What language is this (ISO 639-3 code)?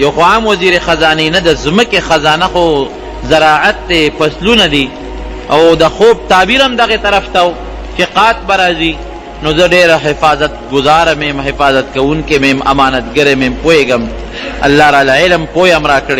pus